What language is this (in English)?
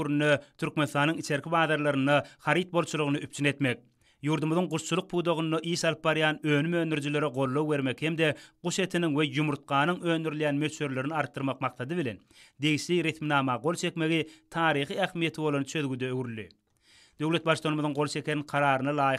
Turkmen